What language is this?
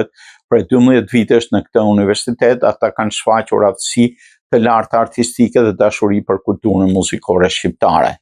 Albanian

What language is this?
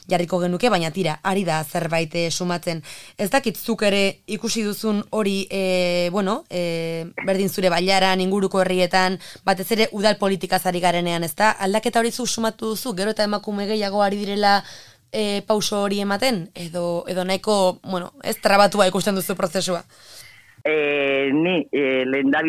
Basque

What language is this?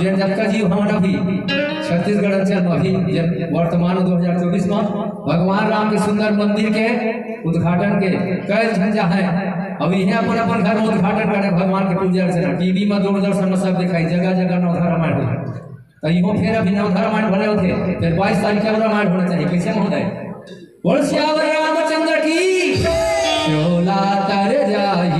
Chhattisgarhi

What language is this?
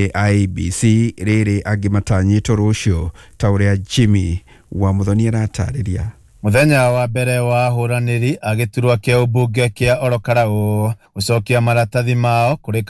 Kikuyu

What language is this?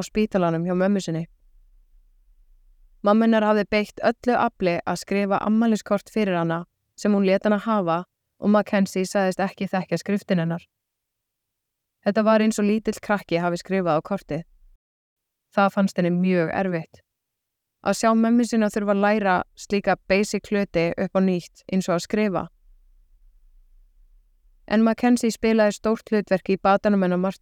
Icelandic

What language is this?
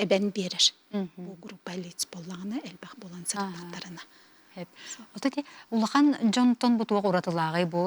Yakut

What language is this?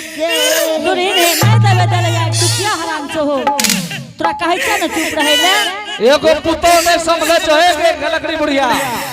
Angika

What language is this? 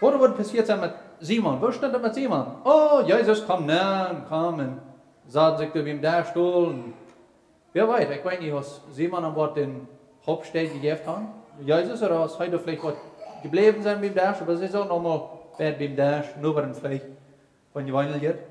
Plautdietsch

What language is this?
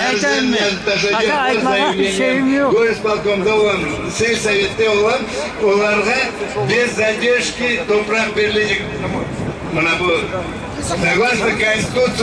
Crimean Tatar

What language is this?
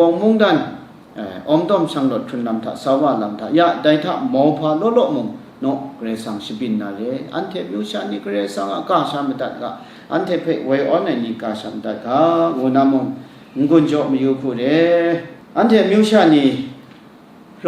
Kachin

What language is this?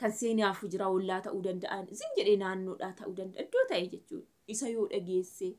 Oromo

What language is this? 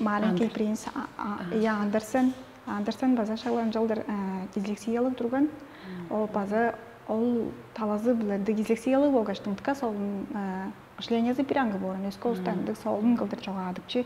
Tuvinian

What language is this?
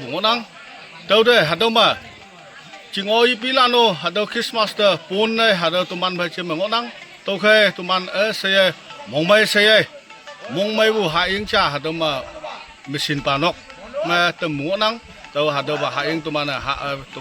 Naga Pidgin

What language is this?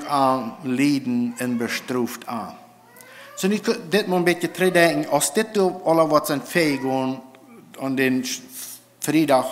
Plautdietsch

